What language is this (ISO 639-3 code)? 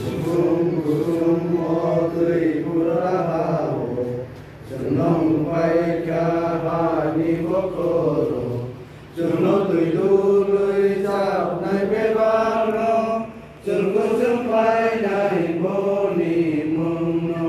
ria